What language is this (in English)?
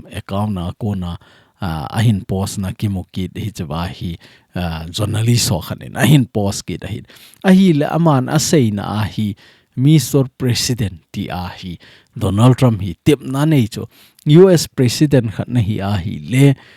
Thado Chin